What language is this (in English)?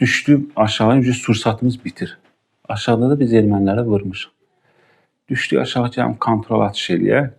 Azerbaijani